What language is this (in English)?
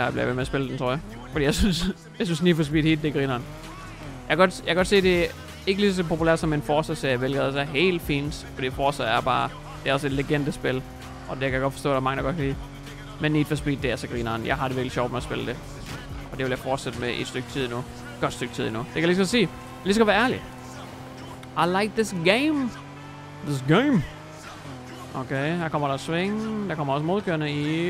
Danish